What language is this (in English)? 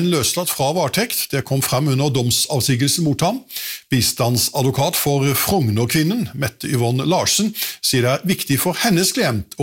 Norwegian